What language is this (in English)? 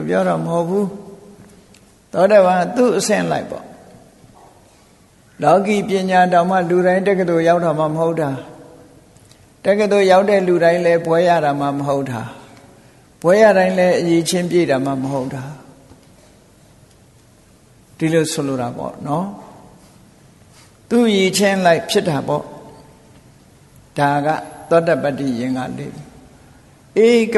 Burmese